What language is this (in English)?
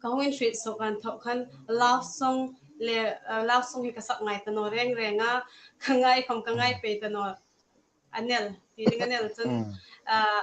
Hmar